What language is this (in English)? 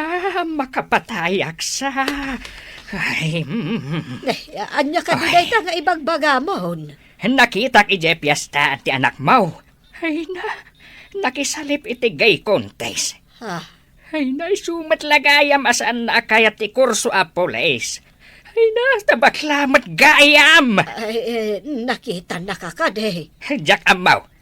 Iloko